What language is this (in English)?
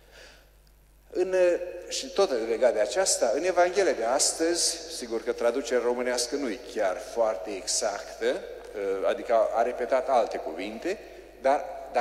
Romanian